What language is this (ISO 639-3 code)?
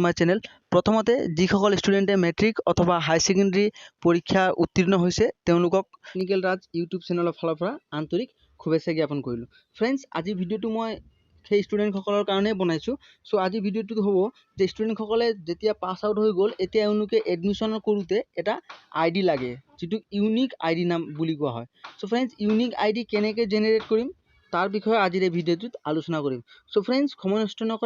asm